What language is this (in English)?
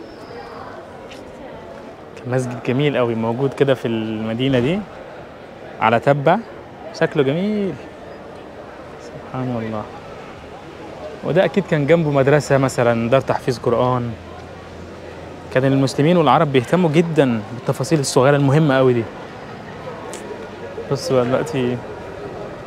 Egyptian Arabic